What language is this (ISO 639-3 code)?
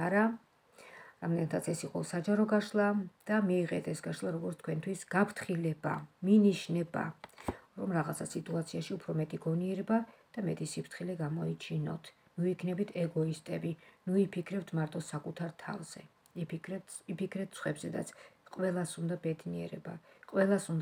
kat